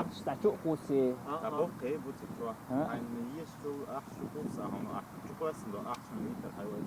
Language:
Chechen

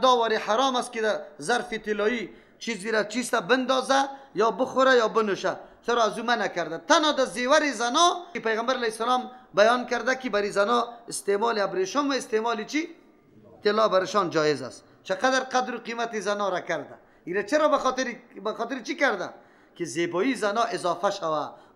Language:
Persian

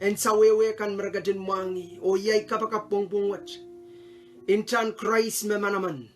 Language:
Pohnpeian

